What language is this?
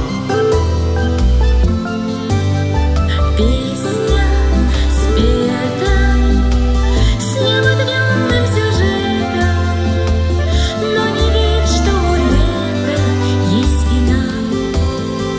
Russian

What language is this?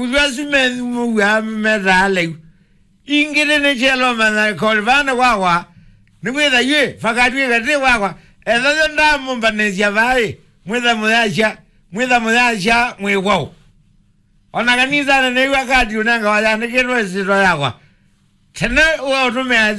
Kamba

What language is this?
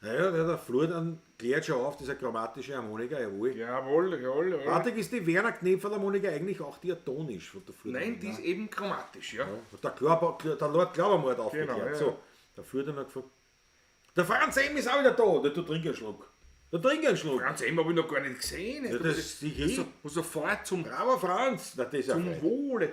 Bavarian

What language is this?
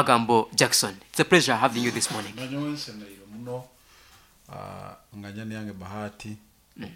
Nyoro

